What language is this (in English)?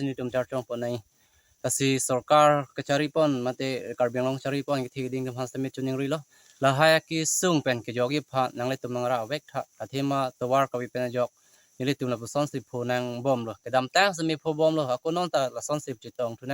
Karbi